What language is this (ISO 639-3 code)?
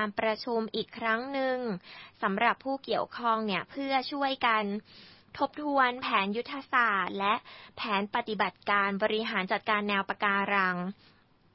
tha